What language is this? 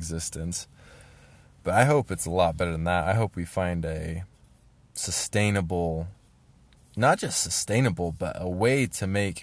English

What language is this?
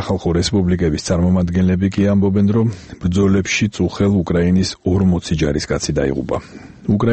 Georgian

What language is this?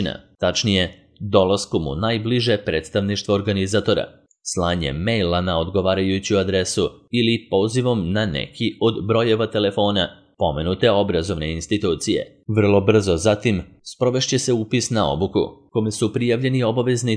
Serbian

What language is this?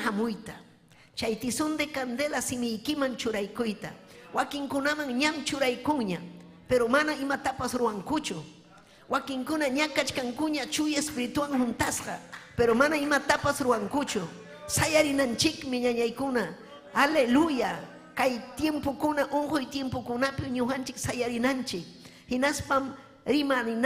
Ayacucho Quechua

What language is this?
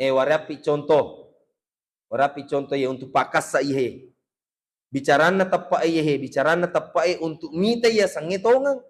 Buginese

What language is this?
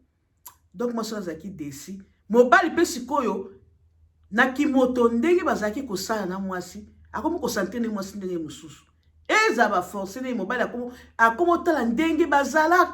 Lingala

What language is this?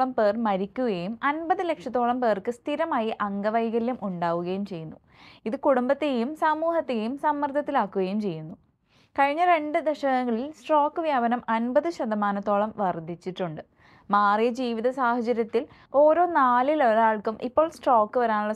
Malayalam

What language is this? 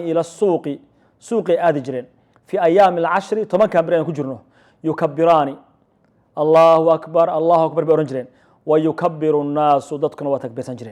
Somali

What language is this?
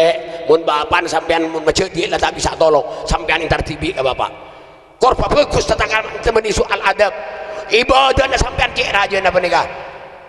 Madurese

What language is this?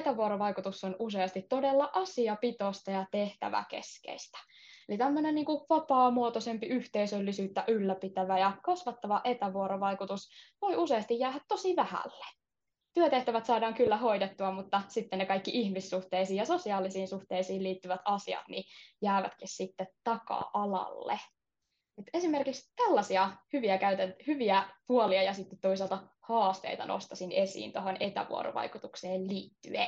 Finnish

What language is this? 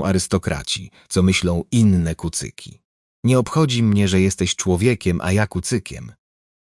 Polish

